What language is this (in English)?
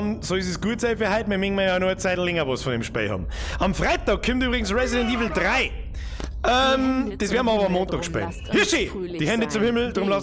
Bavarian